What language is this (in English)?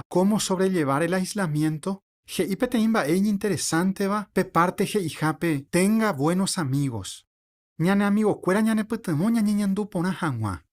Guarani